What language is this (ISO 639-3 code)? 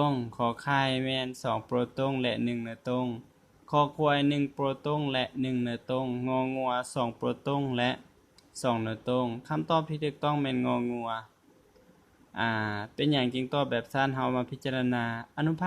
lao